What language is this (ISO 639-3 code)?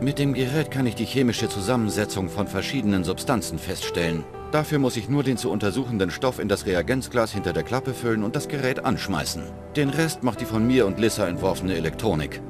bar